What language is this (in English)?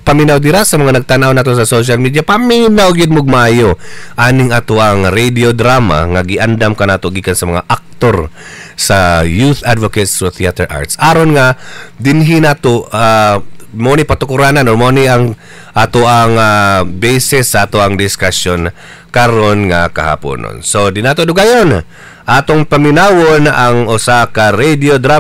Cebuano